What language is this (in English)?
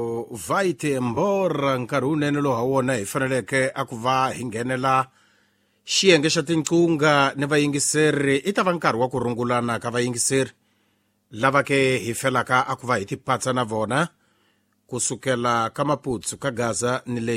Tsonga